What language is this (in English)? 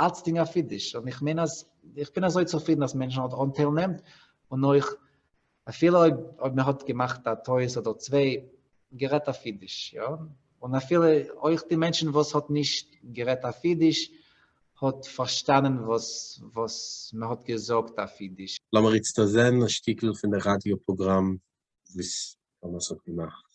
Yiddish